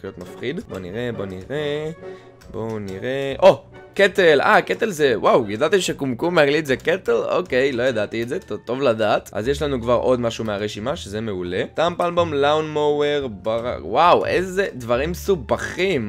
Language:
Hebrew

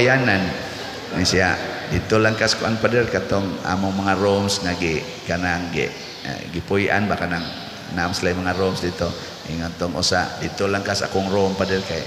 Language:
Cebuano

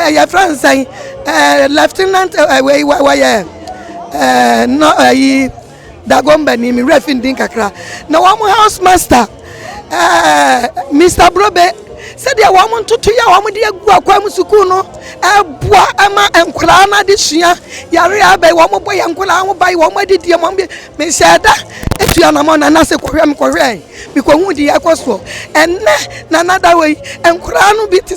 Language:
Akan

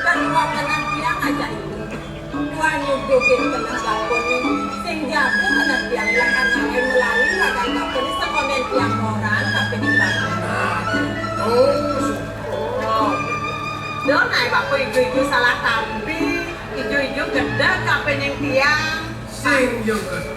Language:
Balinese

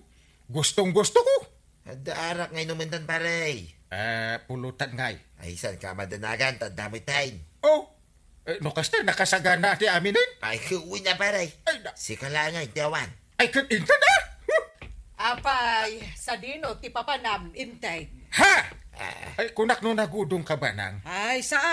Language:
Iloko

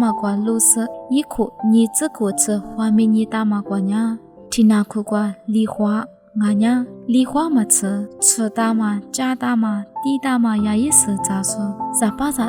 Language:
Lisu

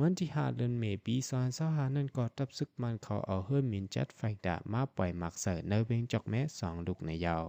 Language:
Shan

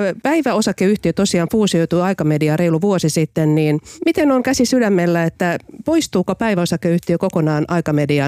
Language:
Finnish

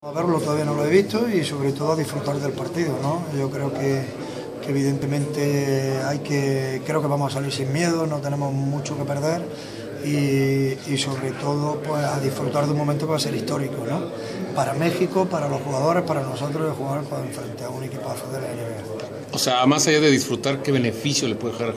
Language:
Spanish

